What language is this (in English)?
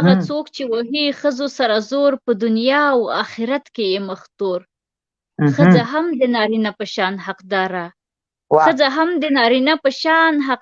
Pashto